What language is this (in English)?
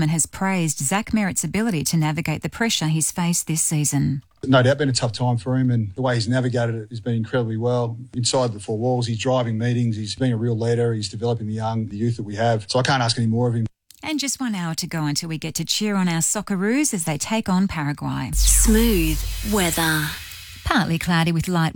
English